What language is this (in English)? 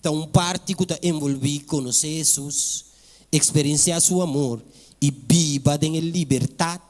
Papiamento